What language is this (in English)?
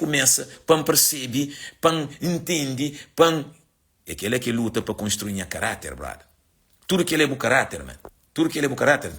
Kabuverdianu